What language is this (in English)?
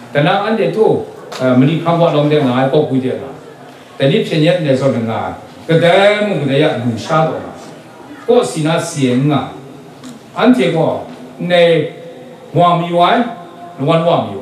Kachin